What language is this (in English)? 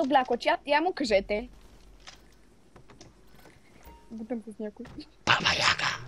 Bulgarian